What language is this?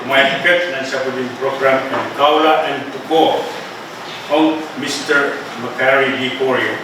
Pohnpeian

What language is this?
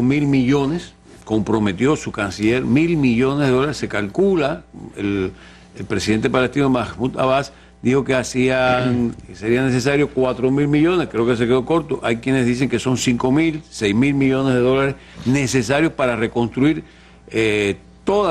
Spanish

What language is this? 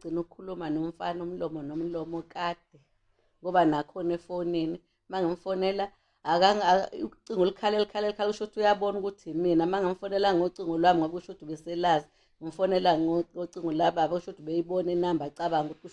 Zulu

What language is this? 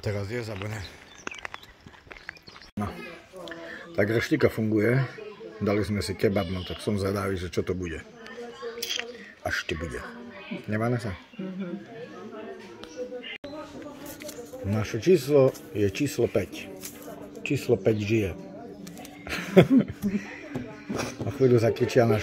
Slovak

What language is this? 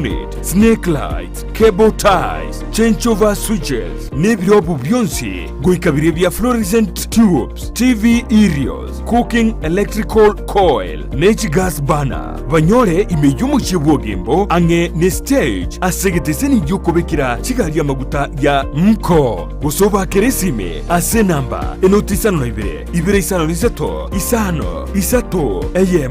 Gusii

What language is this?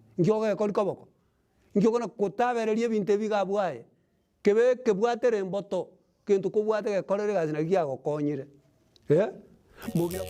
Gusii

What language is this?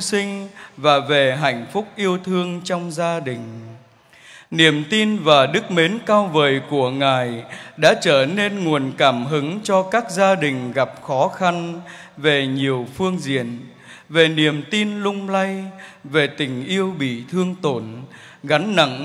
Vietnamese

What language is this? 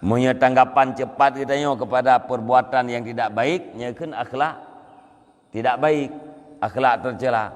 Achinese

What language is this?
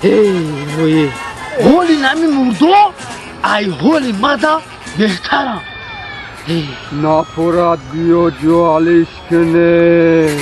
Tajik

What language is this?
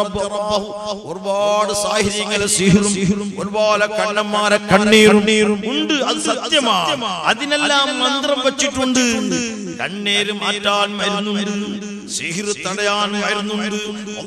Malayalam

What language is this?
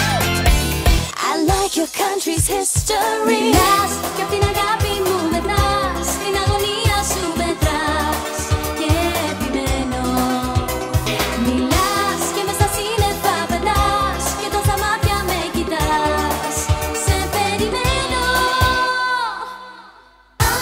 Greek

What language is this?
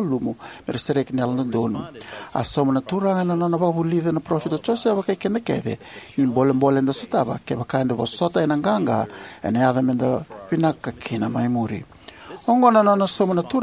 Fijian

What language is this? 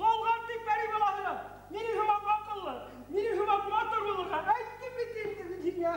Bashkir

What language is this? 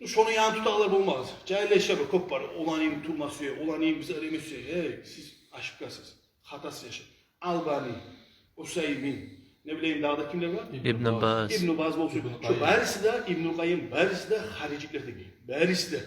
Kumyk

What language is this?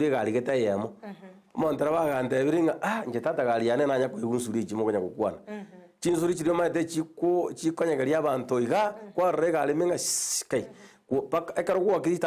Gusii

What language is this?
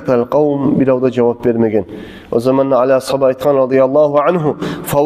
Kumyk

